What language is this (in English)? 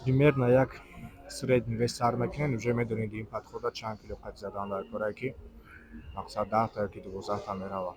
Tajik